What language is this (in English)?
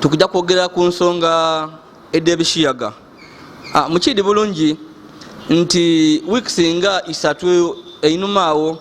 Ganda